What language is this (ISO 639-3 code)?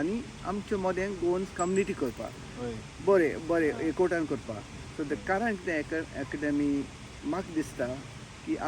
kok